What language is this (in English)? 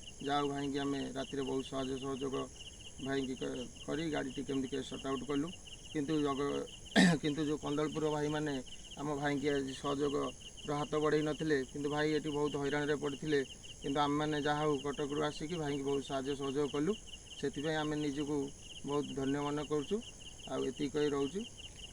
Odia